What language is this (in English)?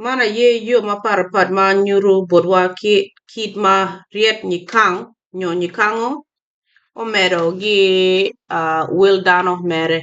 Acoli